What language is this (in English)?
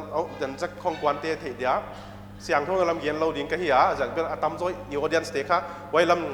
Paite Chin